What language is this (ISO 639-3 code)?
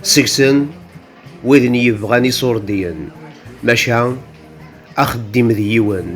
kab